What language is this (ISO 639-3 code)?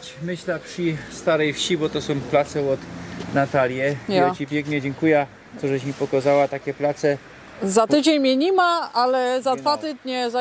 szl